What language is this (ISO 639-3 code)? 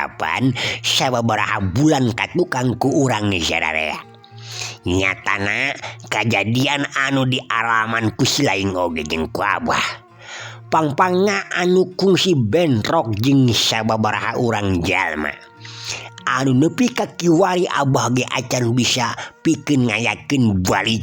sun